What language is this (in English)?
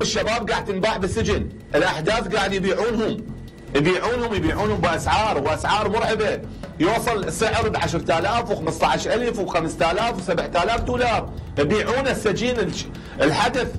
Mesopotamian Arabic